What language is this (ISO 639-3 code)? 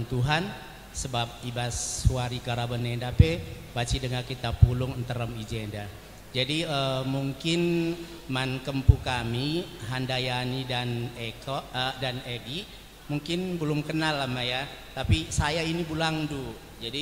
btx